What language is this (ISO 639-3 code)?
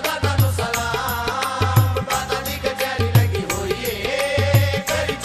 pan